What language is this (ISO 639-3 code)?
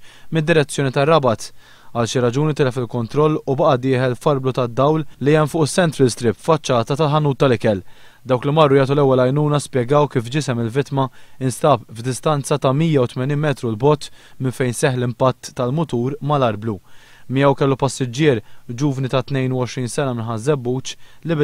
mlt